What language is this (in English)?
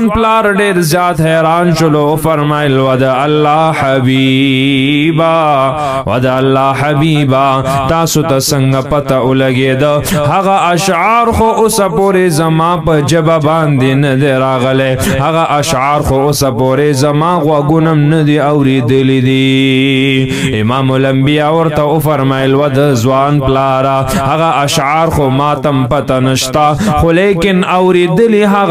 Pashto